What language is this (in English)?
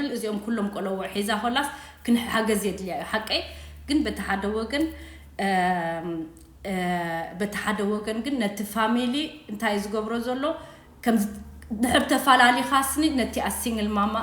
Tigrinya